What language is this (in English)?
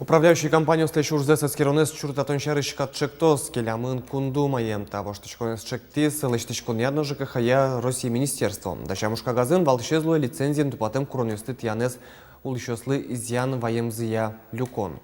Udmurt